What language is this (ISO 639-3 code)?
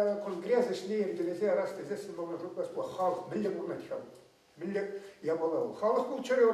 chv